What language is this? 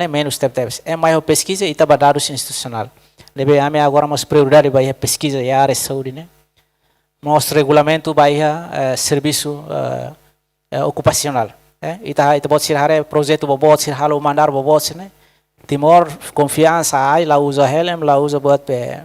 Tetum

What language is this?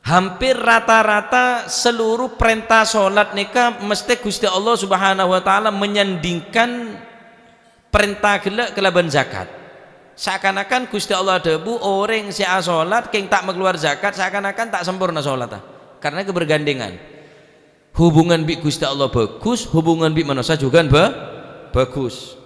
Madurese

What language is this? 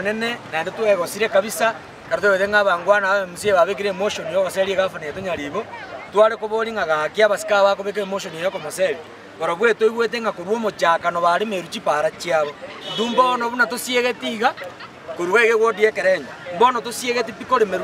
Gusii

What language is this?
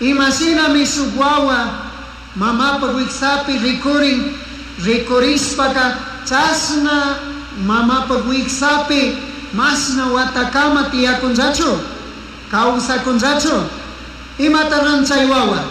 Chimborazo Highland Quichua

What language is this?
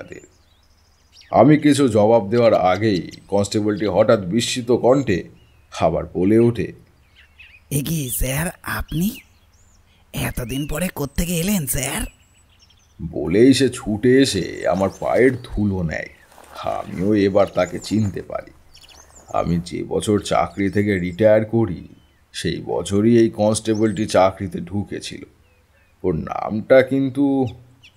Bangla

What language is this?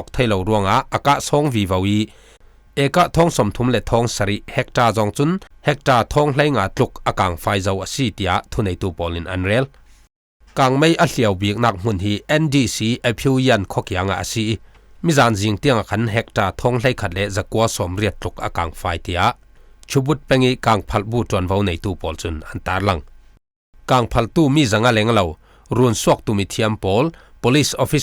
Falam Chin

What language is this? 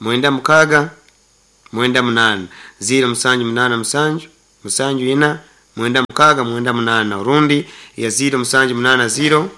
Nyankole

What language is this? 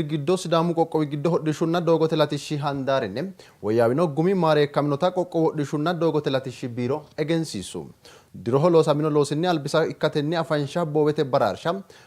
Sidamo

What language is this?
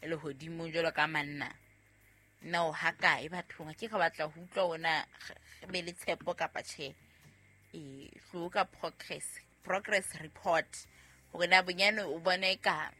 Southern Sotho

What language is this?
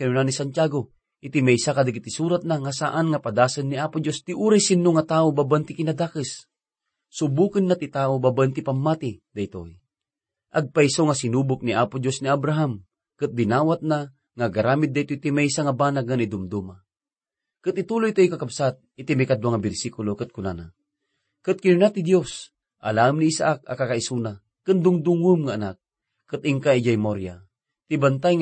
Iloko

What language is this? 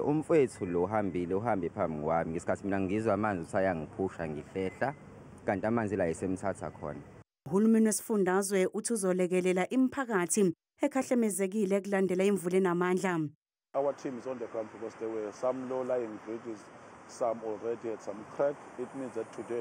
Zulu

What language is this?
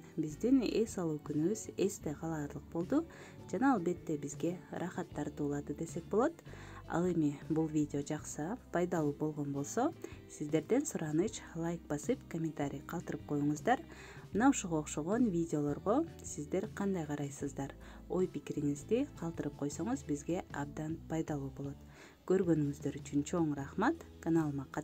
Kyrgyz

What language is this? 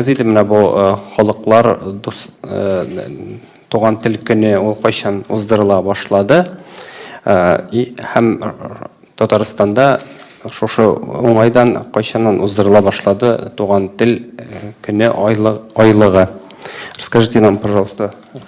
Tatar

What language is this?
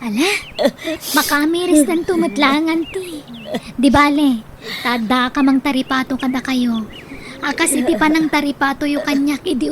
Iloko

